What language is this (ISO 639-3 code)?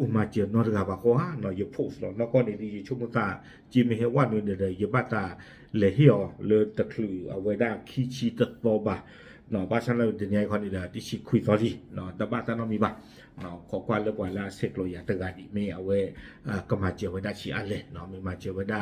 ksw